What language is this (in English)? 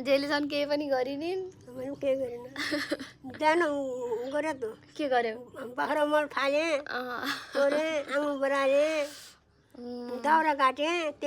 Nepali